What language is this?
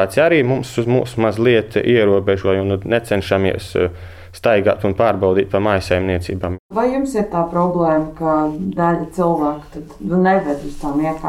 Latvian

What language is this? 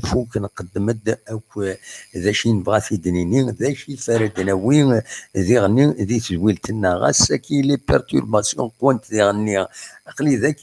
Kabyle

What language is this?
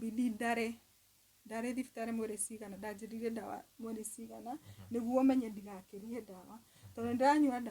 Kikuyu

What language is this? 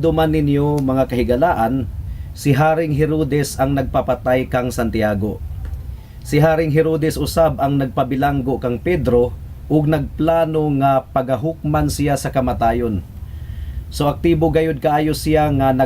Cebuano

